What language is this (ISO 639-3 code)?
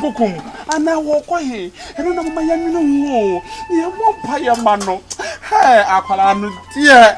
aka